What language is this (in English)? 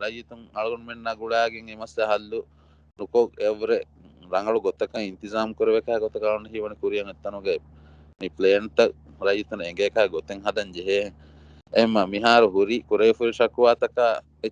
Divehi